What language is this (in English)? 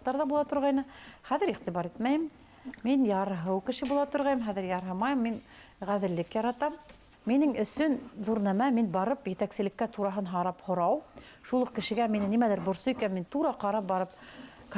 Bashkir